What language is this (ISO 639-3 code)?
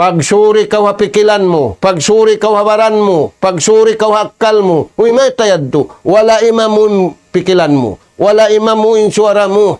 tsg